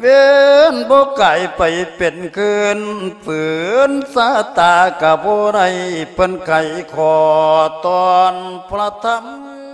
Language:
Lao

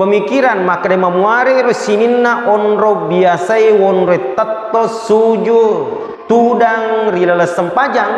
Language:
Buginese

